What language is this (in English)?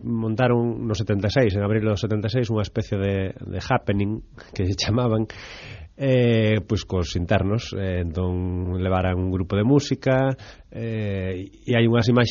Galician